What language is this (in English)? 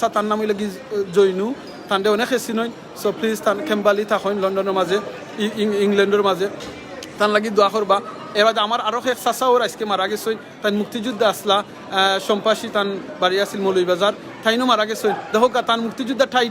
Sylheti